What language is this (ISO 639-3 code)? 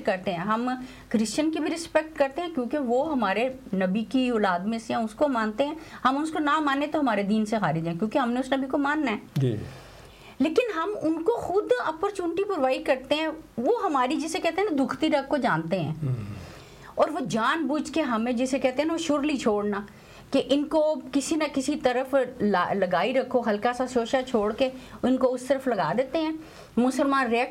urd